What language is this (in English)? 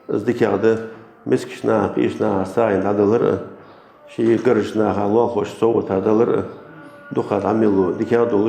Ingush